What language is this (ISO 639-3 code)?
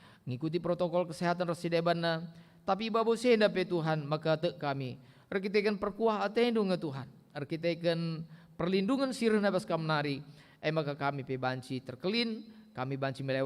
btx